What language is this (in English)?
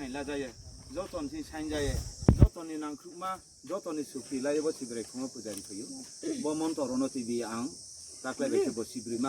Riang (India)